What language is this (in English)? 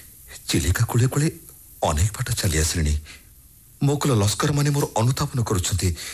Odia